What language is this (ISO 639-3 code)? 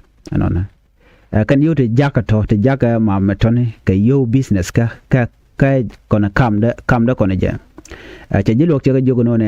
nus